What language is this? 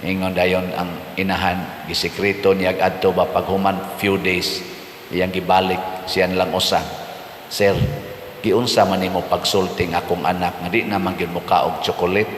Cebuano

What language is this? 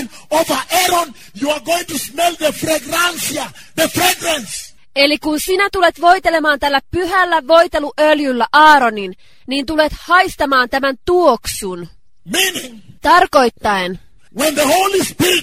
Finnish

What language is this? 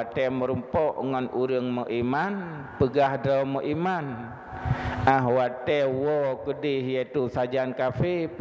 Achinese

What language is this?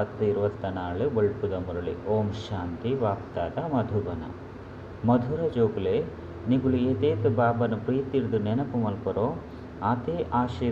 Tulu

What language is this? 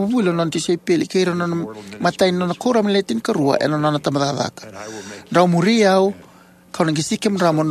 Fijian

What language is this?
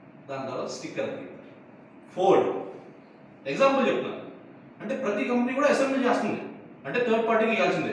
Telugu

